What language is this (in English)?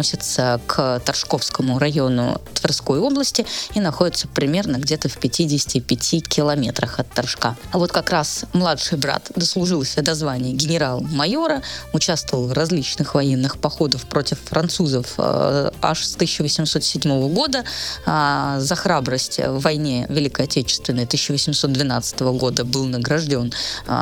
Russian